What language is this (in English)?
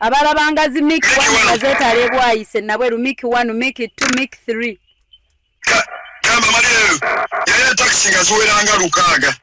Ganda